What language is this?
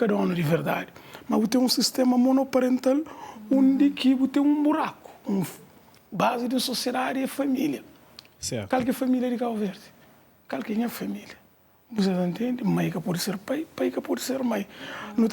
Kabuverdianu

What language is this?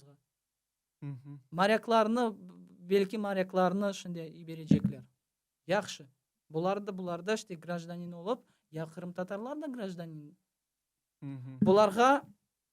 Crimean Tatar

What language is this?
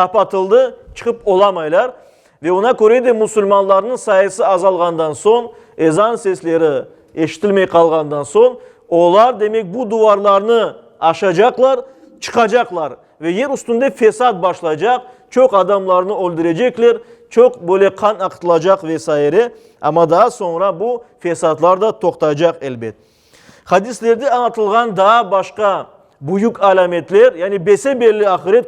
Crimean Tatar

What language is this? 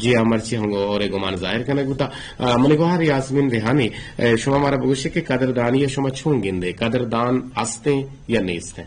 Eastern Balochi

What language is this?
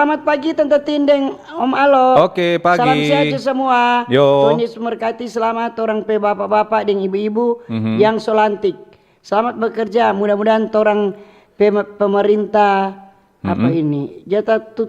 Manado Malay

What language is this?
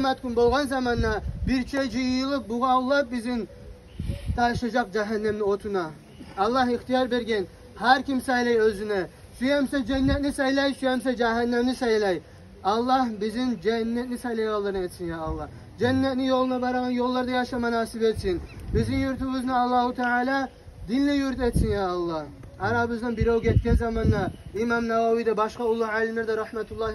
Kumyk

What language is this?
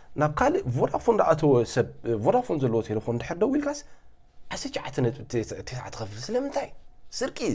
Tigrinya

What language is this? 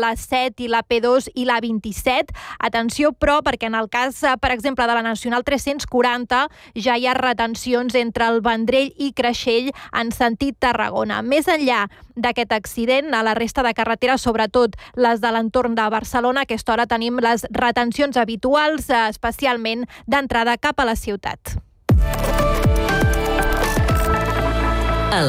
Catalan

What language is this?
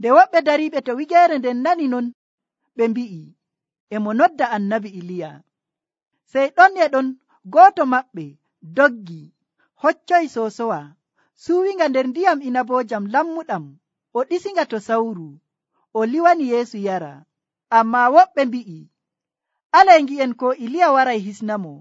Nigerian Fulfulde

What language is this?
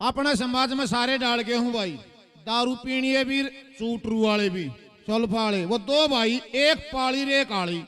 Haryanvi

